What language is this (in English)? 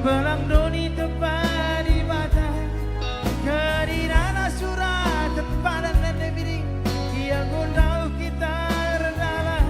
Batak Karo